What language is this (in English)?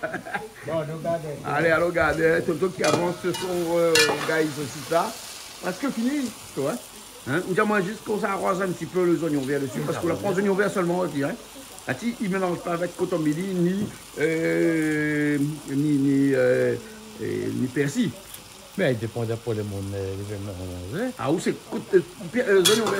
Réunion Creole French